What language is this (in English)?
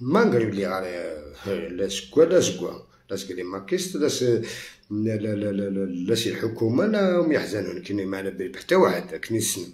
Algerian Arabic